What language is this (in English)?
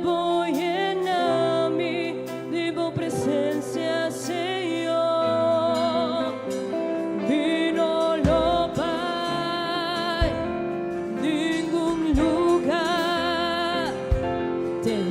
Papiamento